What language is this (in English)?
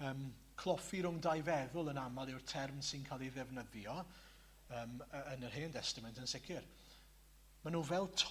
Welsh